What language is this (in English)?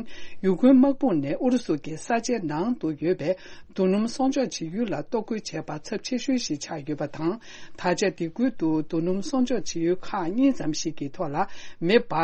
Tibetan